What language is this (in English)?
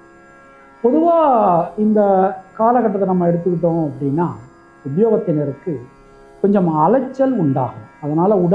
Tamil